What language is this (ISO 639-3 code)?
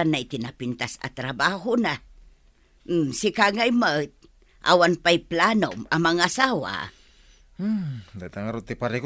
ilo